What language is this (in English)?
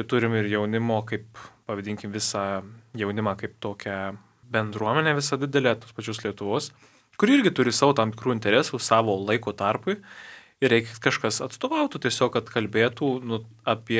Lithuanian